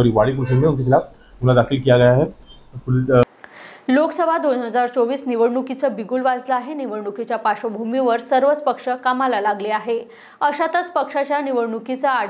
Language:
Marathi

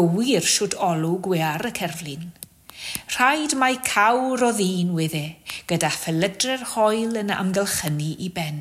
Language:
Welsh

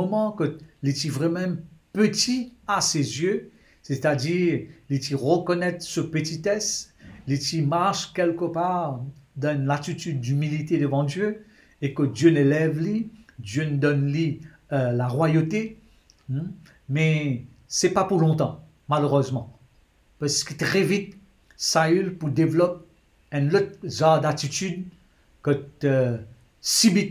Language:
Morisyen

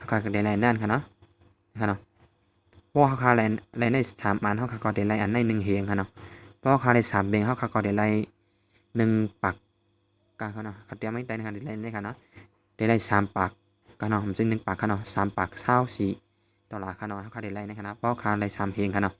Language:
Shan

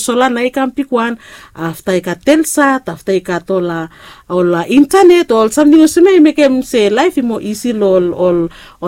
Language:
Bislama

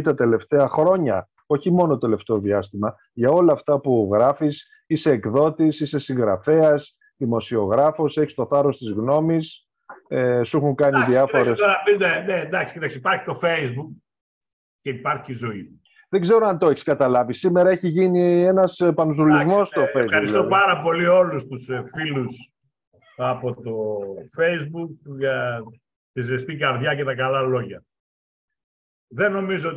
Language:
Greek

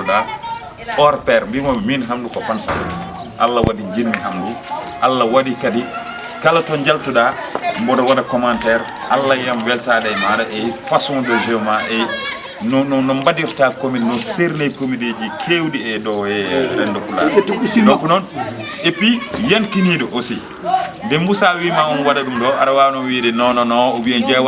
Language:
Fula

